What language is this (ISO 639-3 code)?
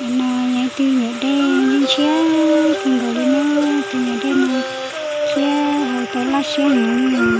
hmn